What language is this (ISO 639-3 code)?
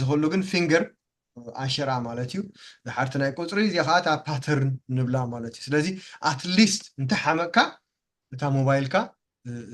tir